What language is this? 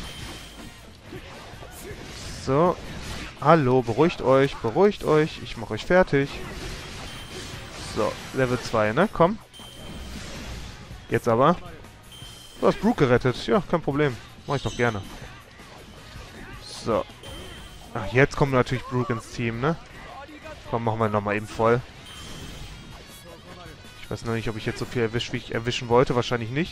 German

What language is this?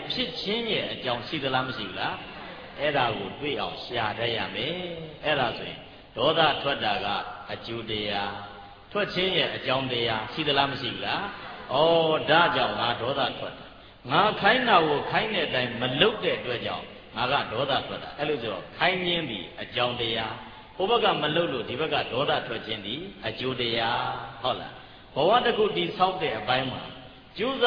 Burmese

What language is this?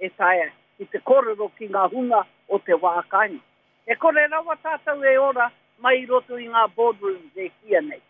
Māori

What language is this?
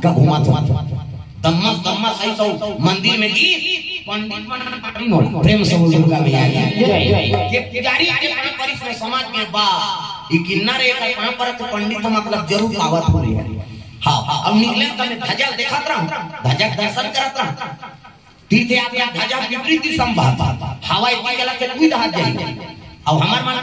Chhattisgarhi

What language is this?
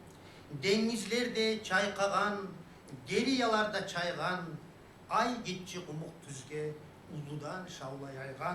Kumyk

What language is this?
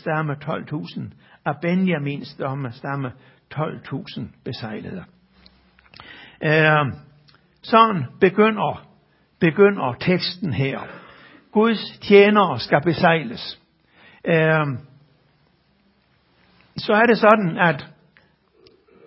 Danish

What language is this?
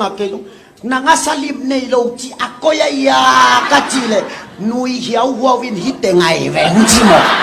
Tedim Chin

